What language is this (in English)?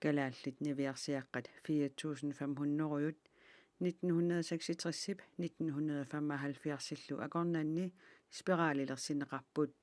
Kalaallisut